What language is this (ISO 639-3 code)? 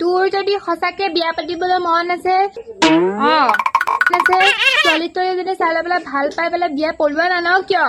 asm